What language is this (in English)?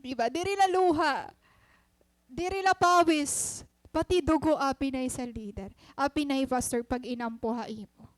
Waray